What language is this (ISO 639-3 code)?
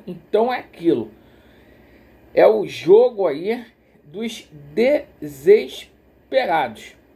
por